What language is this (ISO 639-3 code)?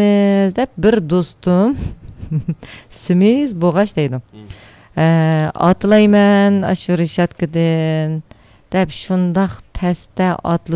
uig